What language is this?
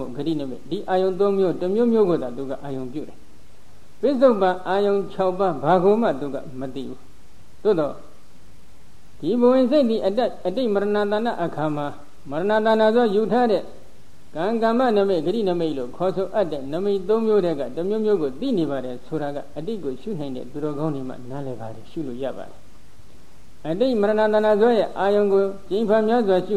Burmese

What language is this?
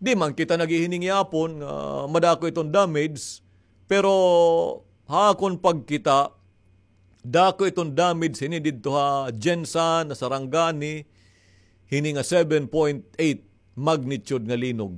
Waray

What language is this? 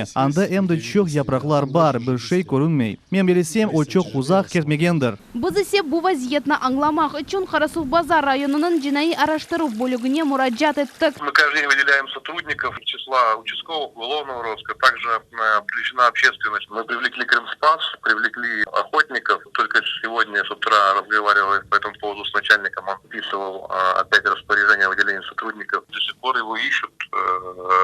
Crimean Tatar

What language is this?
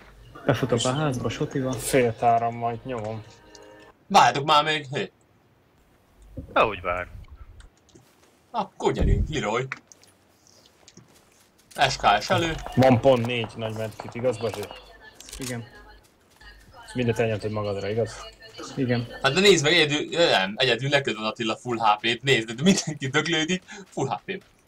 Hungarian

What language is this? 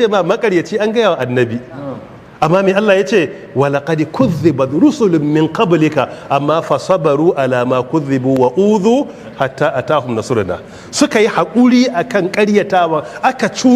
Hausa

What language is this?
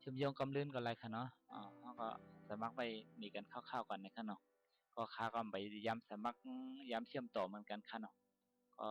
Shan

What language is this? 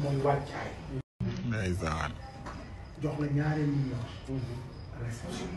Wolof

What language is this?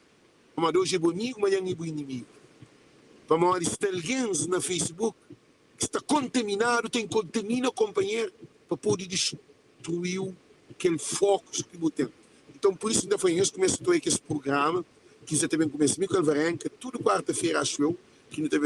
Kabuverdianu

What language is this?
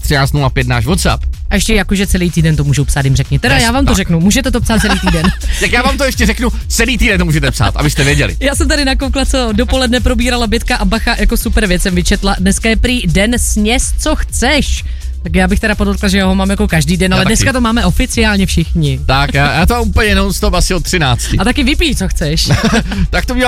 Czech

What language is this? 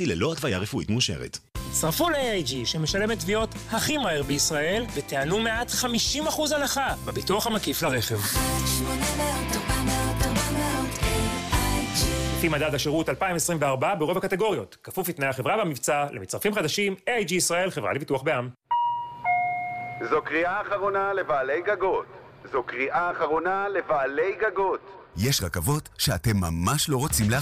Hebrew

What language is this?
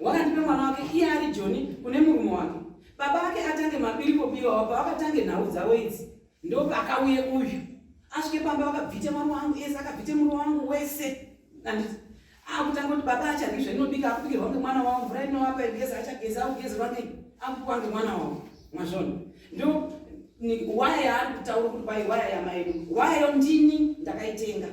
Shona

